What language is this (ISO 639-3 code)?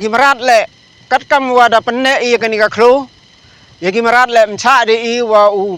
pbv